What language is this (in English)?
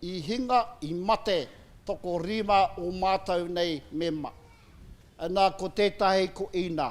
Māori